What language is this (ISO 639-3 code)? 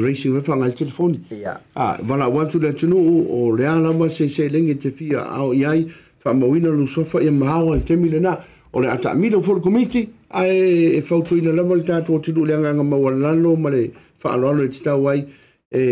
smo